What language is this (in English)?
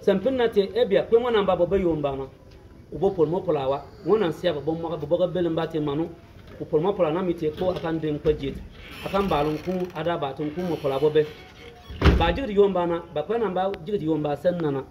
Bimoba